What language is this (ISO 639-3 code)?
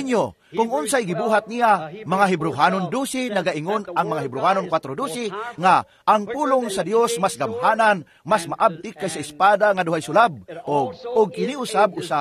ceb